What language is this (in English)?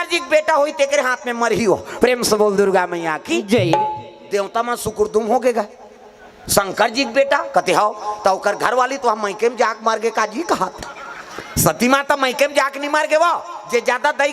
Chhattisgarhi